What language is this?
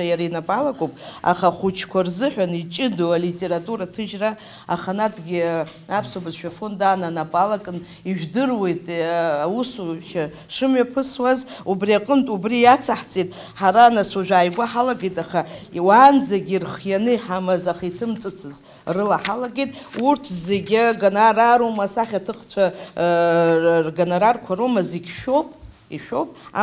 Abkhazian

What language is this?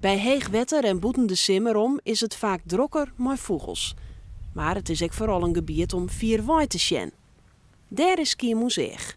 Western Frisian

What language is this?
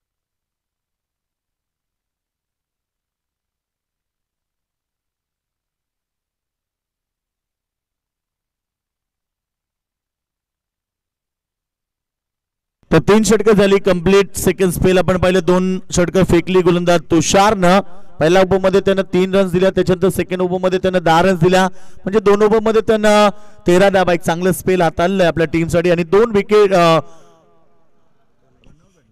Marathi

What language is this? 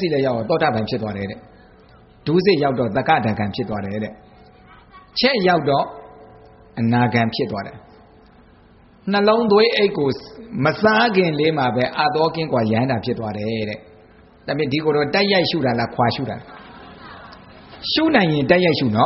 Burmese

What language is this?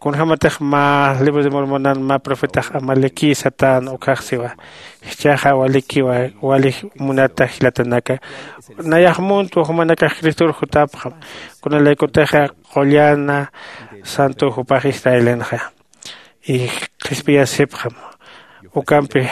Aymara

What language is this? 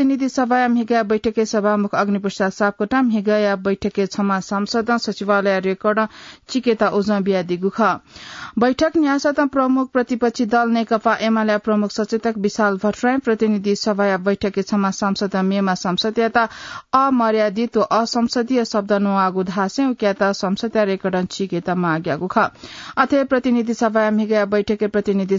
Newari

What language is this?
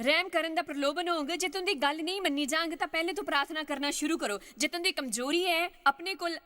Dogri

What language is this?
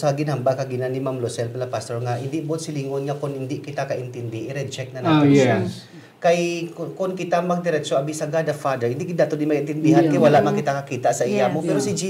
Hiligaynon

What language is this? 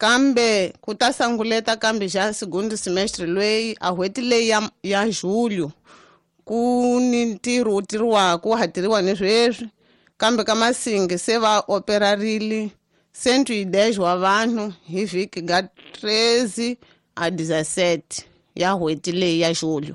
Tsonga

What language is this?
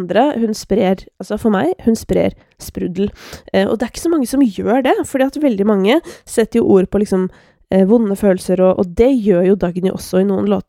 Norwegian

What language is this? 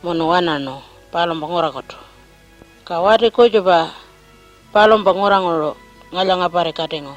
Pitjantjatjara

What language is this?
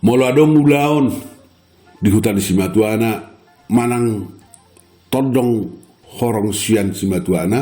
Batak Toba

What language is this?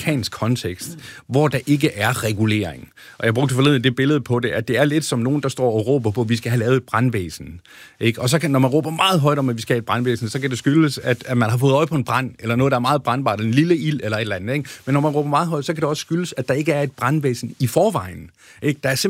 Danish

